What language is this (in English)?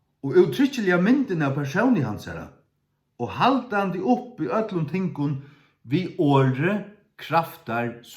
Faroese